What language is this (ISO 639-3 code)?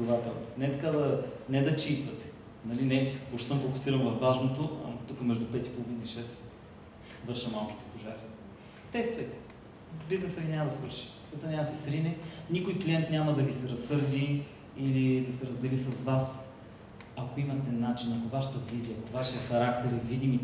bul